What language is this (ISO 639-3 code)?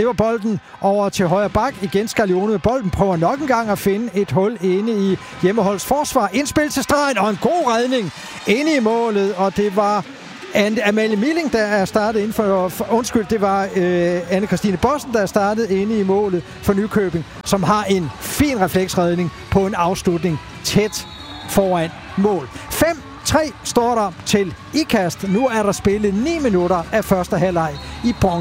dan